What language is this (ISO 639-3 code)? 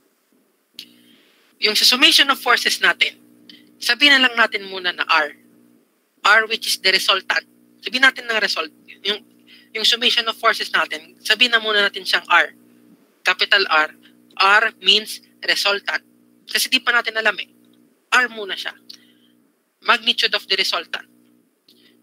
fil